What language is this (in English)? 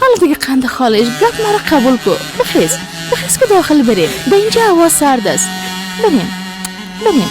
Persian